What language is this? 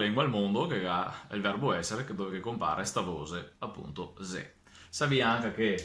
Venetian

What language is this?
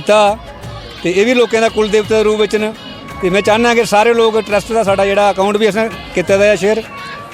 Dogri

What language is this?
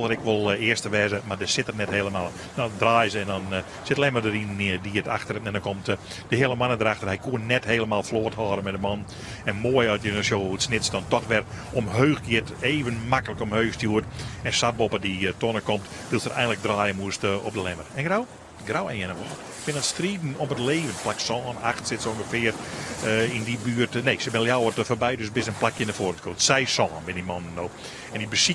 Western Frisian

